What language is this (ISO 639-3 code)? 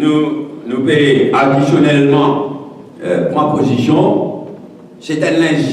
mfe